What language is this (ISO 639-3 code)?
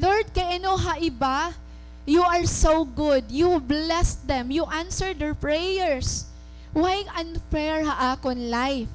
war